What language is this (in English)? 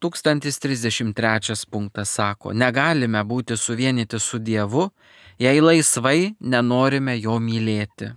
Lithuanian